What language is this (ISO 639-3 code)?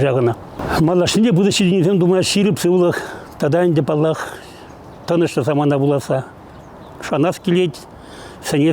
chv